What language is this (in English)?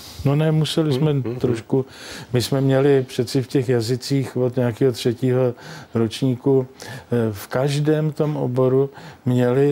Czech